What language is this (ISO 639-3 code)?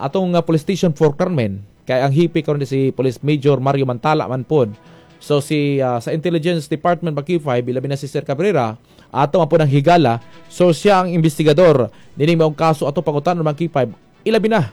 ceb